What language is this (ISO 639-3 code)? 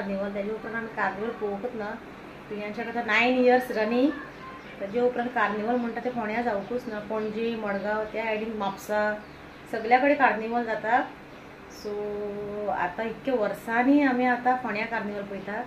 kok